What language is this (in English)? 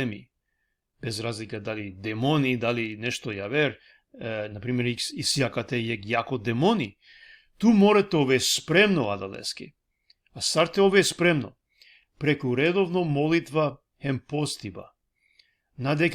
Balkan Romani